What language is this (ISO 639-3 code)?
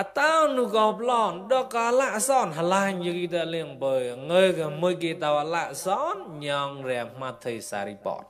mnw